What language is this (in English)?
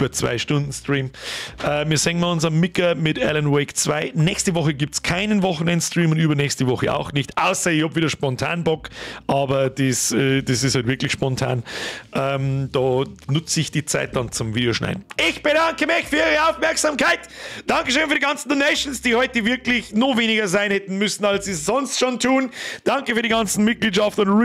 Bavarian